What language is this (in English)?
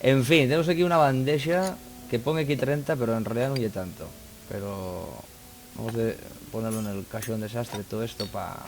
Asturian